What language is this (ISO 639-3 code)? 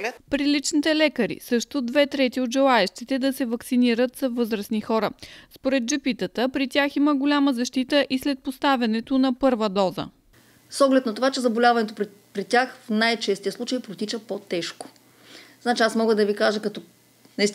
bul